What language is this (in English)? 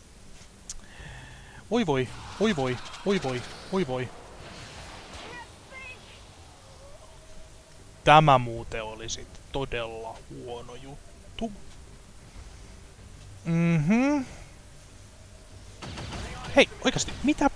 Finnish